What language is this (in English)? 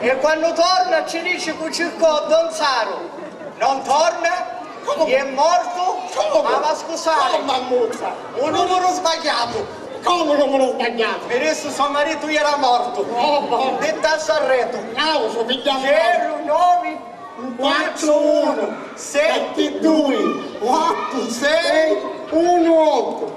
Sicilian